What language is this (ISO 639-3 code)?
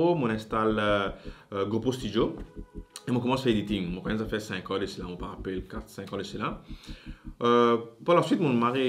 mfe